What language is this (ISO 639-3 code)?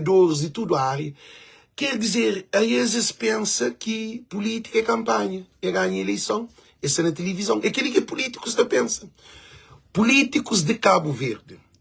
kea